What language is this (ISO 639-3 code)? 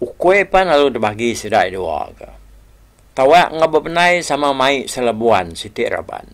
iba